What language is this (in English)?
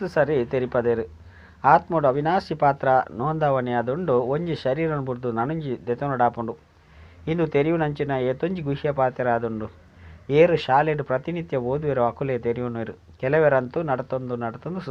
Tulu